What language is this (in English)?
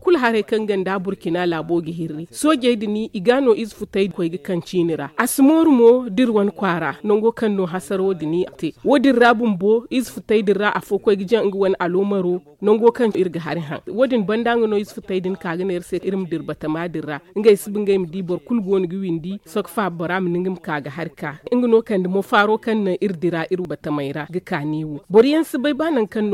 Zarma